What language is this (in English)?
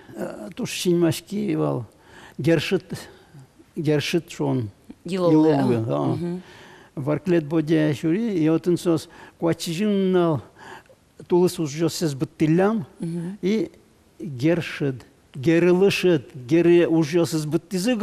Udmurt